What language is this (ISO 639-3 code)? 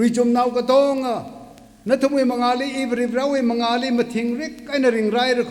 nmf